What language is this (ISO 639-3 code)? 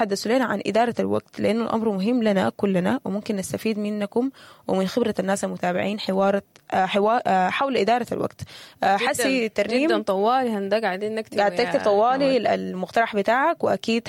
apd